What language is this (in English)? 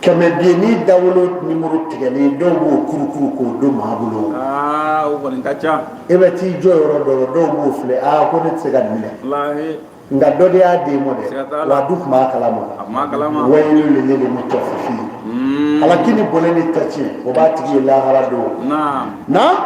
Bambara